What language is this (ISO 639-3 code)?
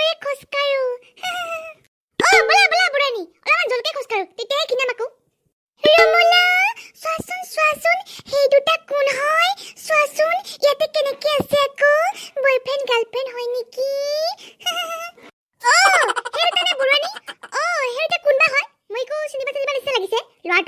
asm